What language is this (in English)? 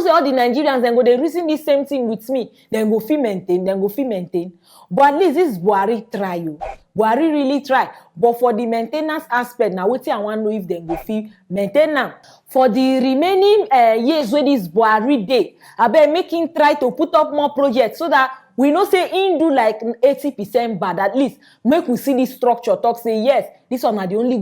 Nigerian Pidgin